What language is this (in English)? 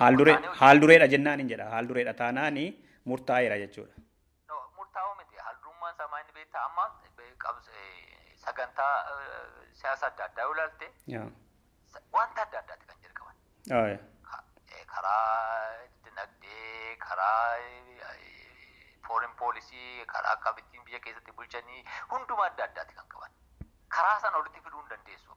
Oromo